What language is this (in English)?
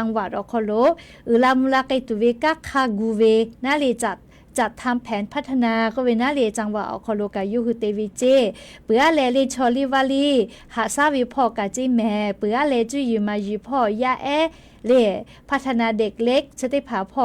Lahu